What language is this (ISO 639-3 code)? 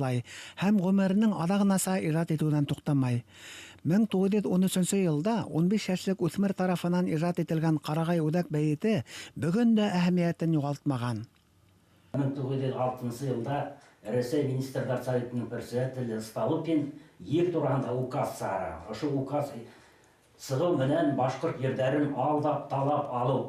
bak